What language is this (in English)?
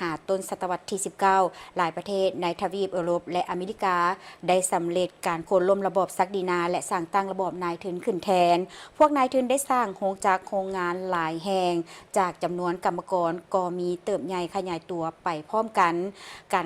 Lao